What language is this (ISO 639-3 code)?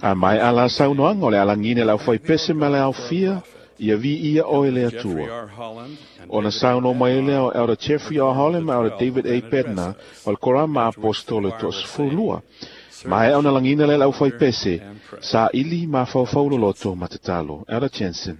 smo